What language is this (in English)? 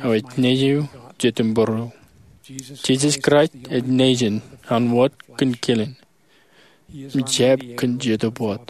Marshallese